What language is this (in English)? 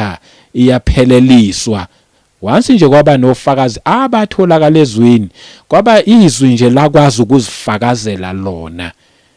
Zulu